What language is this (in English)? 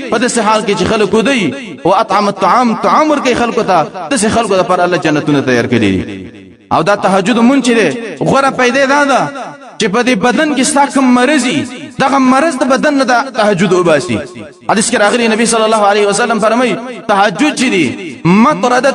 Pashto